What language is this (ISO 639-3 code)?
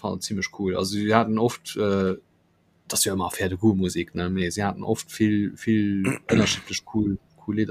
ltz